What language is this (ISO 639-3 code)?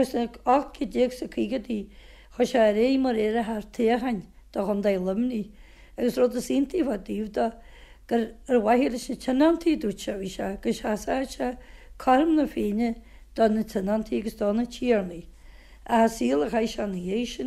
gle